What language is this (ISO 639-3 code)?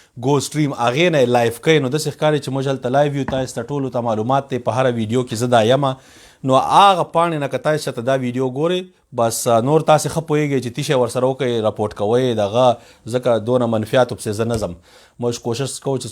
pus